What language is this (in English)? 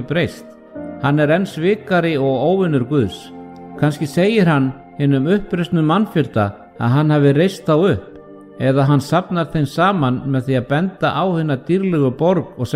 Icelandic